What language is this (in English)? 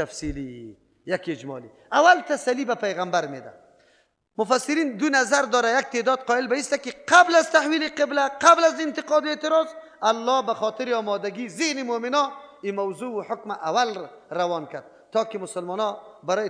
Persian